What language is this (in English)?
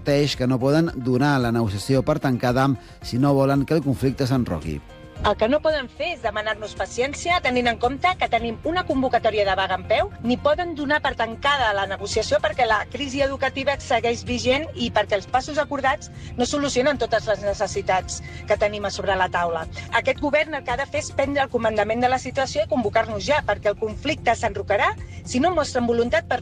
Catalan